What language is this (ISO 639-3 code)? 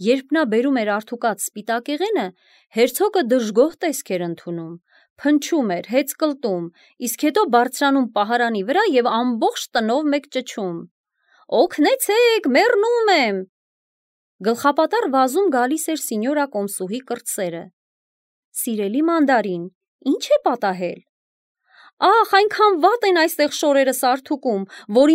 hye